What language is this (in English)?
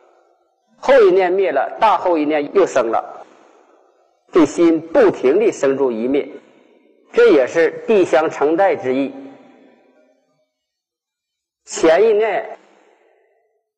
Chinese